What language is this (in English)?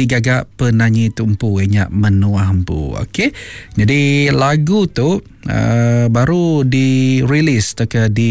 Iban